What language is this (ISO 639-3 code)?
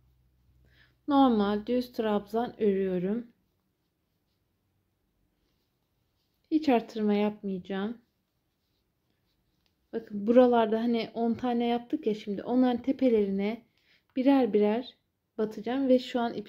tur